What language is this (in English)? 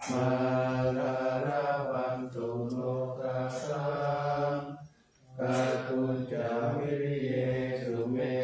Pali